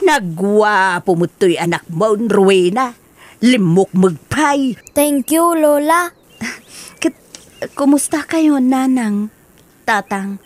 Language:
Iloko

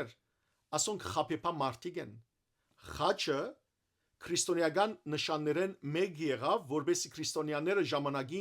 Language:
Western Armenian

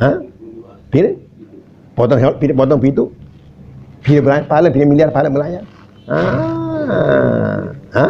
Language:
Sasak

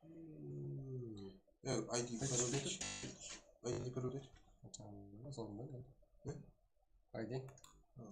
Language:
Kara-Kalpak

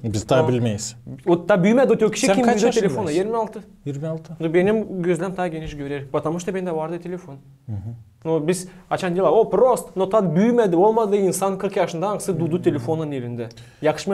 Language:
Gagauz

